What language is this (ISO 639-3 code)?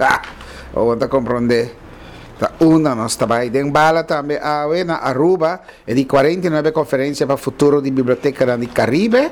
pap